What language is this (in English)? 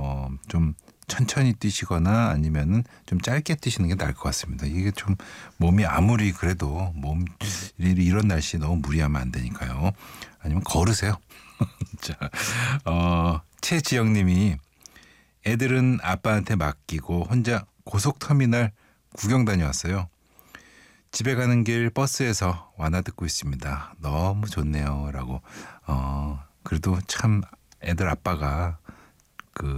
Korean